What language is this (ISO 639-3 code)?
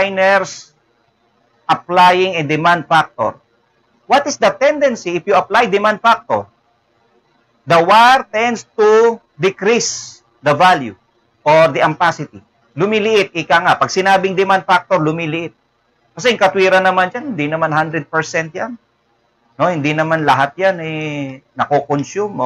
fil